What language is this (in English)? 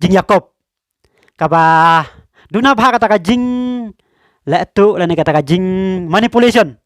Khasi